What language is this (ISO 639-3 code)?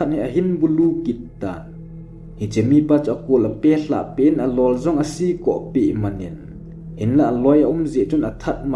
tcz